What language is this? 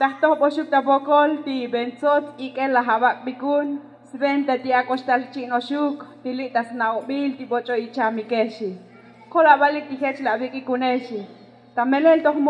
Tzotzil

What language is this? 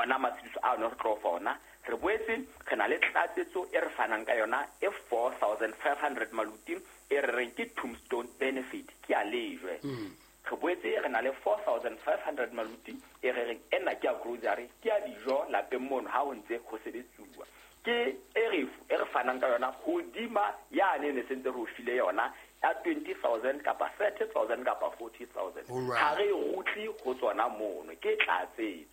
Southern Sotho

